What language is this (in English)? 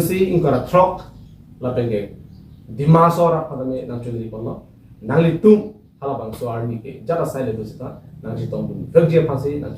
Karbi